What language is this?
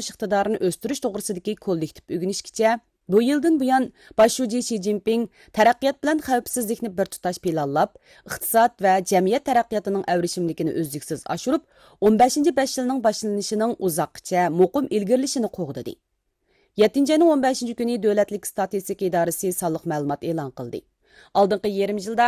Uyghur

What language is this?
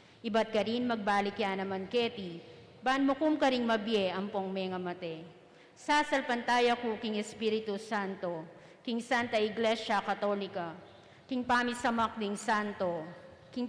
Pampanga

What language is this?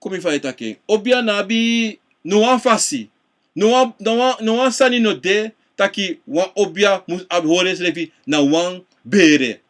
Sranan Tongo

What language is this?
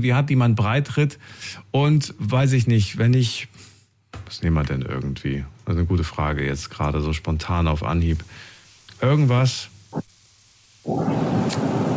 German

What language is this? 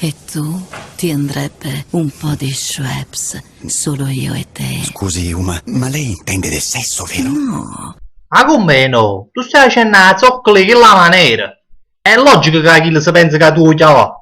Neapolitan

